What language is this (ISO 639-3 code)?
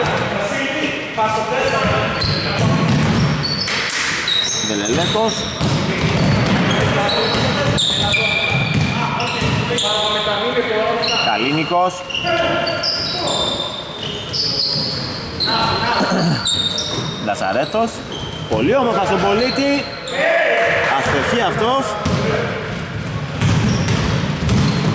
ell